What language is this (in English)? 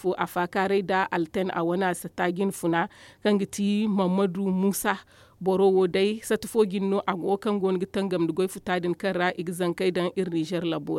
Zarma